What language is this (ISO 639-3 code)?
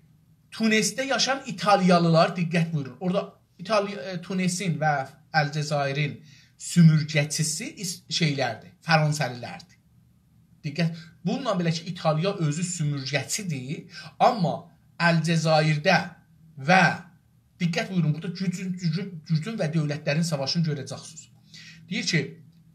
azb